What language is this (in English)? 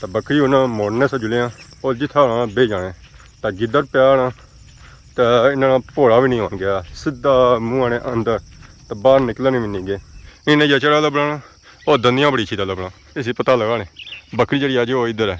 Pahari-Potwari